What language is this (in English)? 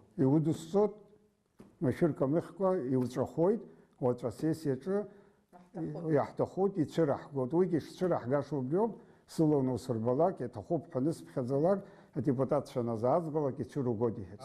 Abkhazian